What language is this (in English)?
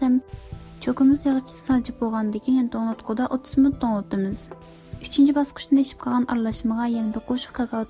Uyghur